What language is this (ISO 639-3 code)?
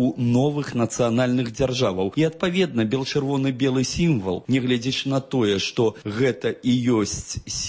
bel